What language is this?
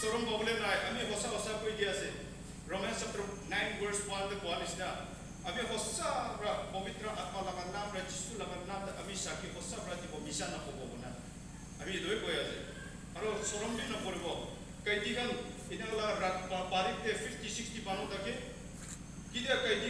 Naga Pidgin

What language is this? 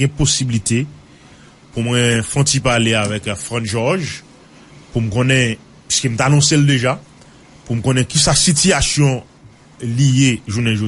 Haitian Creole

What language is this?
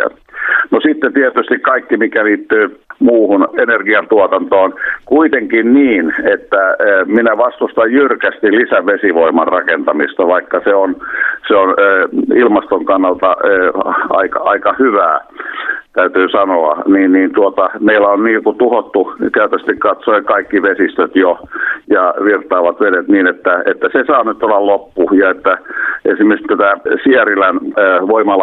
Finnish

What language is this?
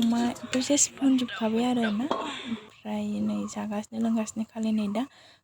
Bodo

